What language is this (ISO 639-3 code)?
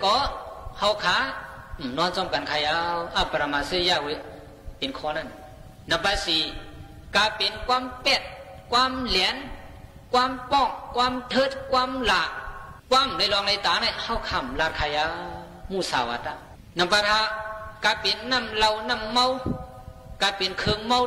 shn